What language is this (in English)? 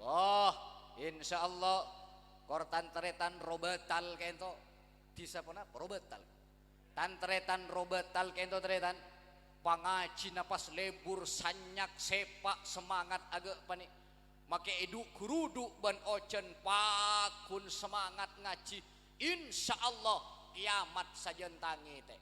Madurese